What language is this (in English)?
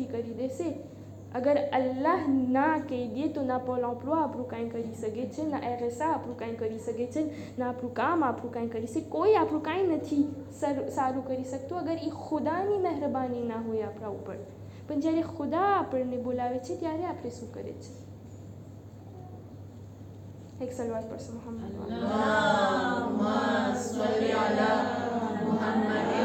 Gujarati